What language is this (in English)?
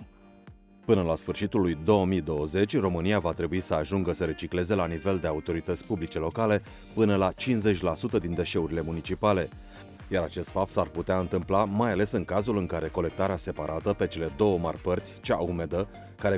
Romanian